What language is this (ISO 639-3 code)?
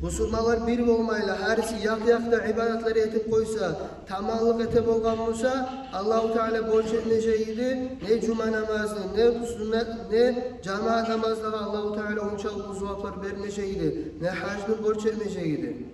kum